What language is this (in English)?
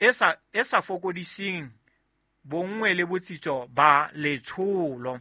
Southern Sotho